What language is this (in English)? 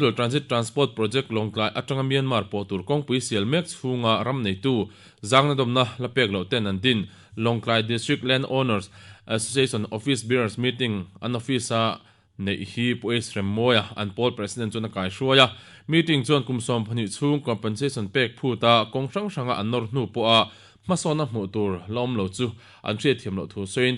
Mizo